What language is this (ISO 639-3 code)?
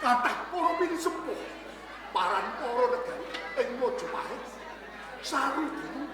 jav